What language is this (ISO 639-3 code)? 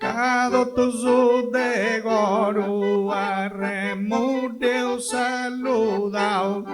srd